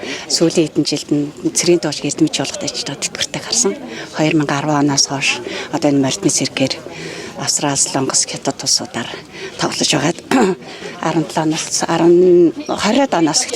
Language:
Mongolian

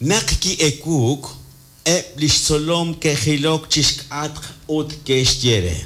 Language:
Kekchí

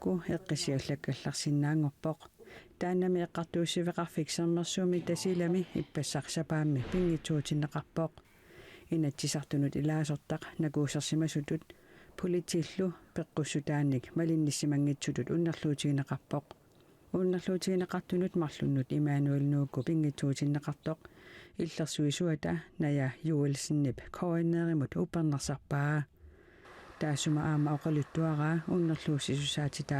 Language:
Kalaallisut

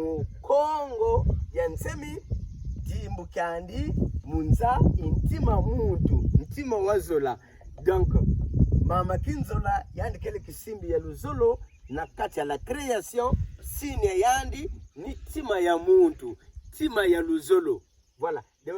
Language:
Kituba (Democratic Republic of Congo)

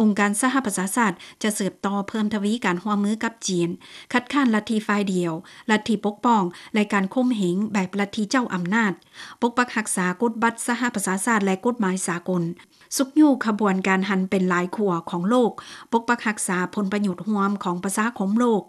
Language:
Lao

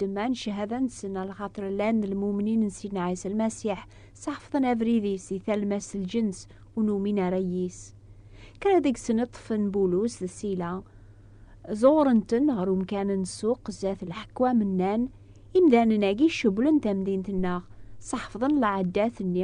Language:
Kabyle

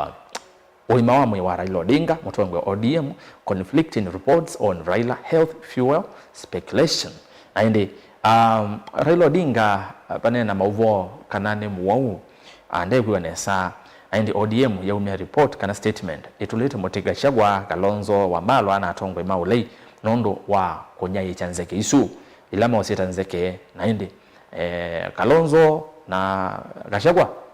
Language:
Kamba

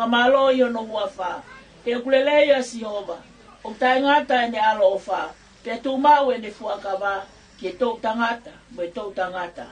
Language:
Tongan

